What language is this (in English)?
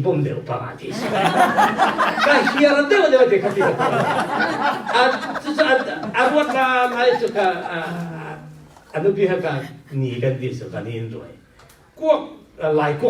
Falam Chin